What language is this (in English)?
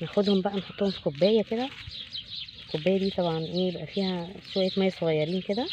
Egyptian Arabic